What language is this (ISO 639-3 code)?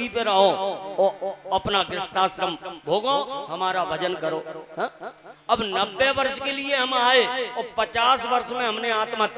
hin